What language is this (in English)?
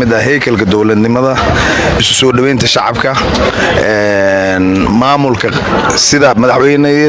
Somali